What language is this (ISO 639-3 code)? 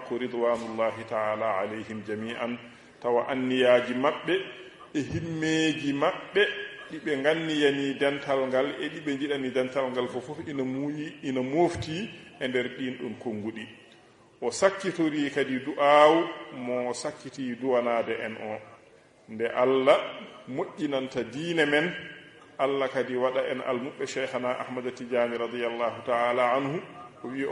ful